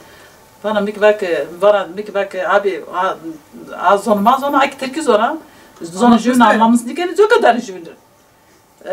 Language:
Zaza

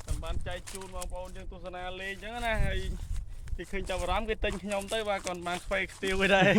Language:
Khmer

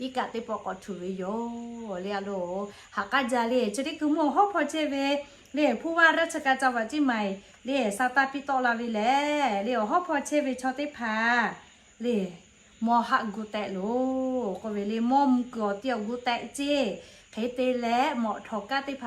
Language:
Lahu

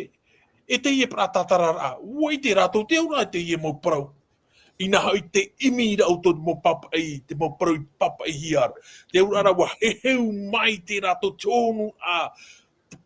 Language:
Tahitian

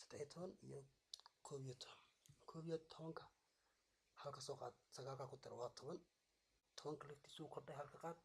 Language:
Somali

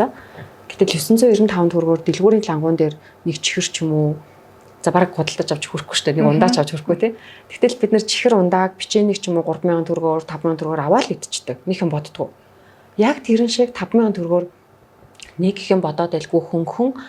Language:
Mongolian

